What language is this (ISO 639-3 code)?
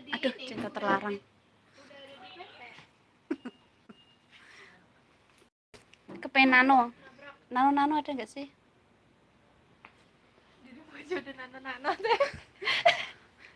ind